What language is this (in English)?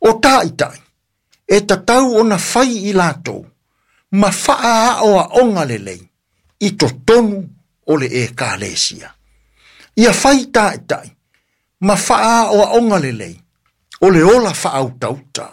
Samoan